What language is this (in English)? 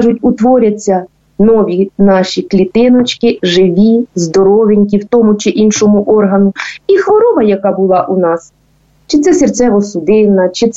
Ukrainian